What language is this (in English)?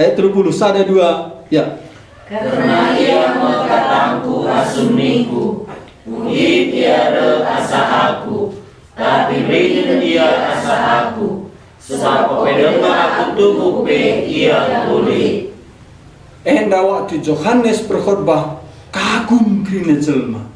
Batak Karo